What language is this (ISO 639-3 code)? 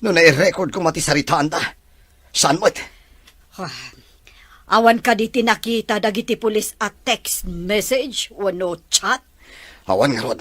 ilo